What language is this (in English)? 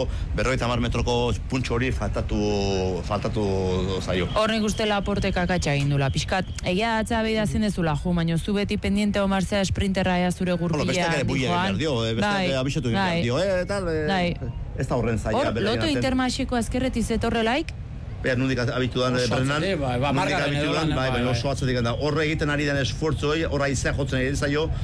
Basque